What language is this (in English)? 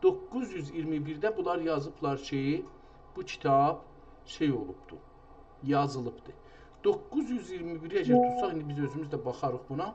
South Azerbaijani